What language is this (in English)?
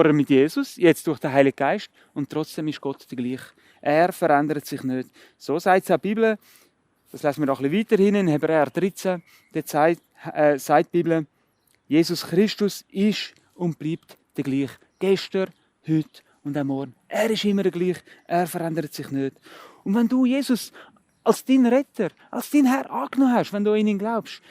Swiss German